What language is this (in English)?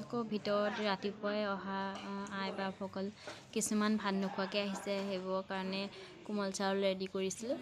Assamese